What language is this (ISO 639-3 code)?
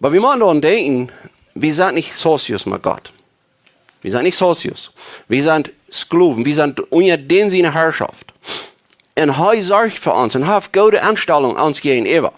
pdt